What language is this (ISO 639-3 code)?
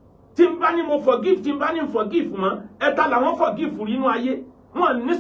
yor